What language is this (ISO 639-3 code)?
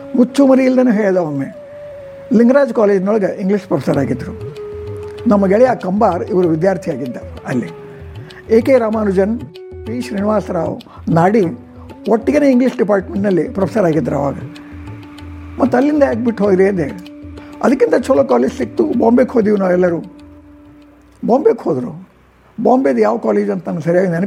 kan